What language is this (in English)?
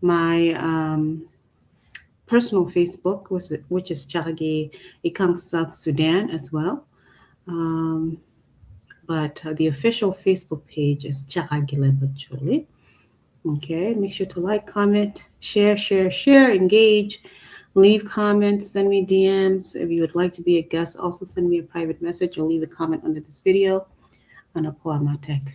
Acoli